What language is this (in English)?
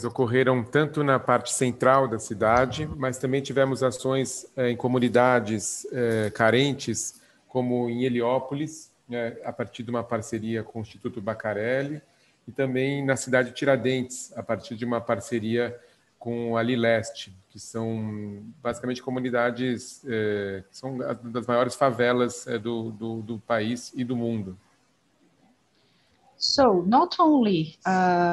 Portuguese